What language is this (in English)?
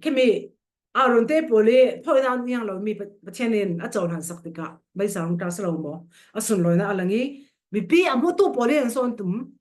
Falam Chin